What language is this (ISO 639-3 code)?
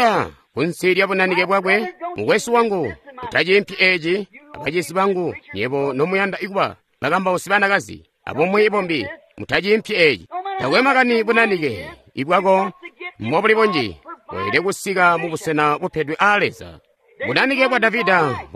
toi